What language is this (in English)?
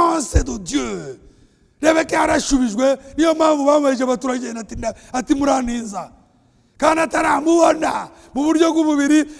Kinyarwanda